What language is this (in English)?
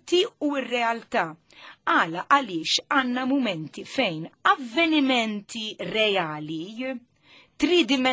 Maltese